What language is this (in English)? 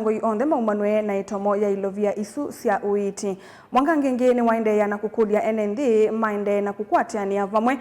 Kamba